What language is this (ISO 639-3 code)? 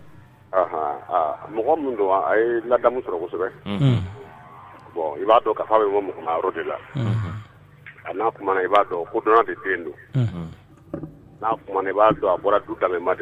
bam